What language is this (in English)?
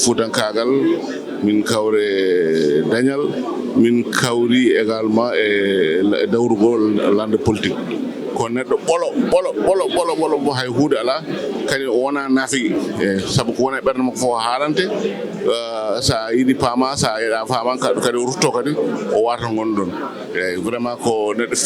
Fula